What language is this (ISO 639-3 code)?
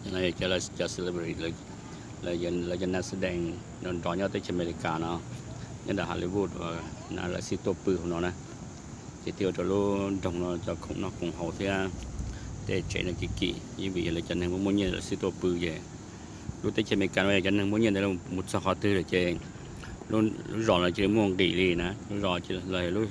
hmn